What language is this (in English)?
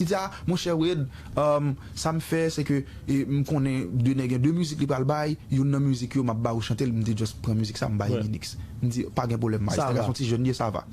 Haitian Creole